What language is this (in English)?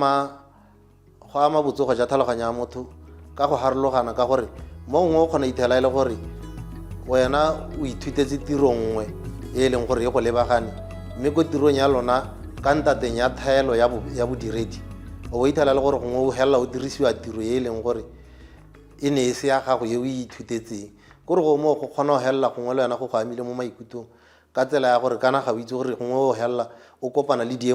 Tswana